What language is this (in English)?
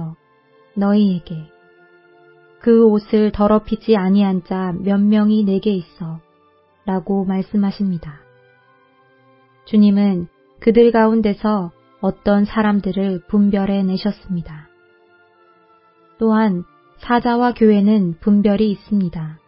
Korean